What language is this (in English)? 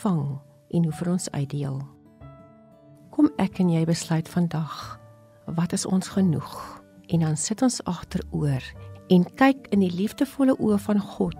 Afrikaans